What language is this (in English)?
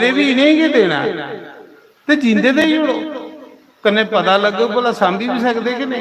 Dogri